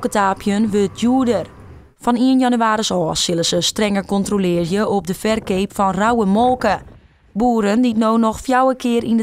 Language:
Western Frisian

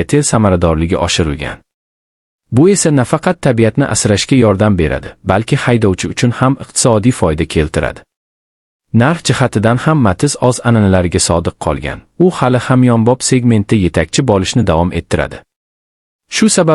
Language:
Uzbek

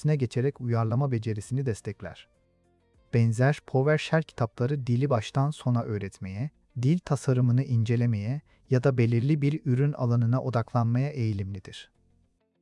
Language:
Turkish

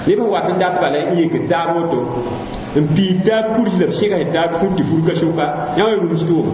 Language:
Mossi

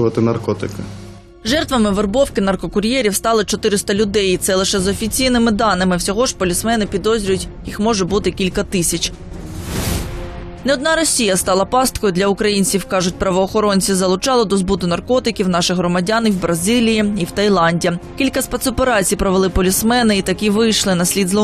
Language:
Ukrainian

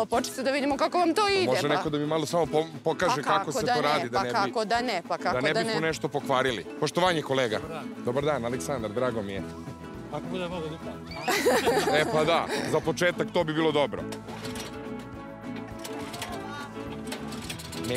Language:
Serbian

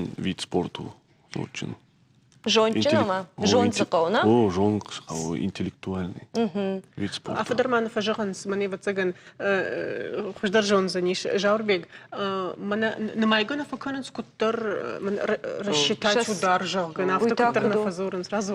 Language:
Ossetic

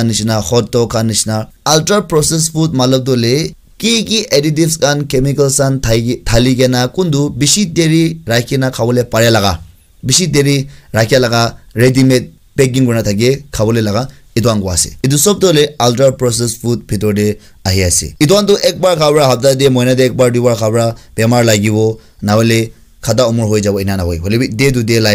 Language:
Naga Pidgin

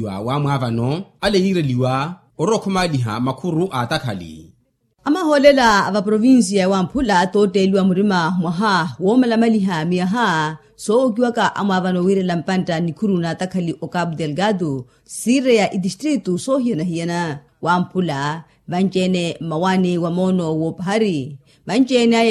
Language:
Makhuwa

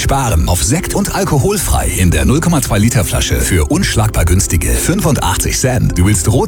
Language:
German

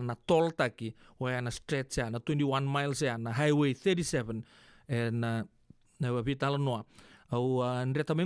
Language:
Fijian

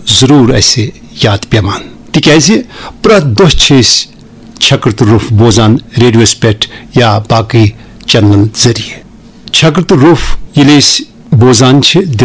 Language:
Kashmiri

